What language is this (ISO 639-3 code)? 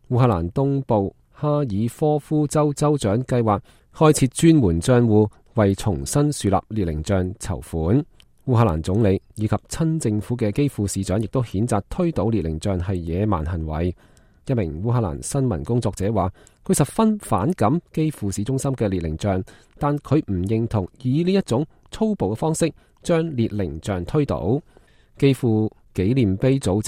yue